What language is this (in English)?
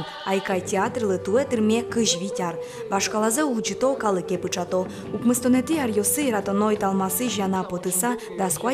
Udmurt